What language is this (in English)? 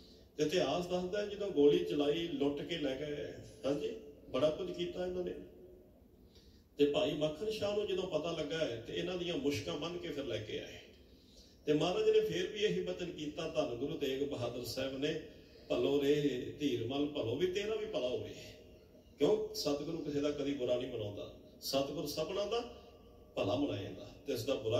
Punjabi